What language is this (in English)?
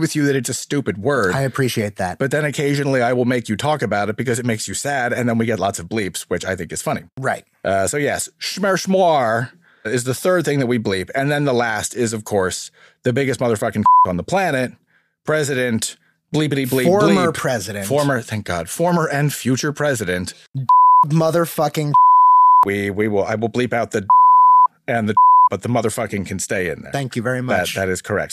English